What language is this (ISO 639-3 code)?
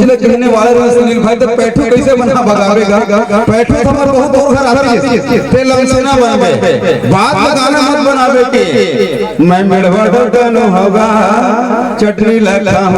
hne